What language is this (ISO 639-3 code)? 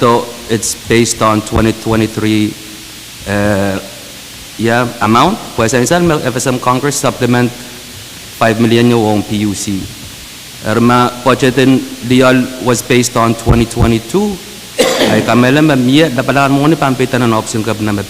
pon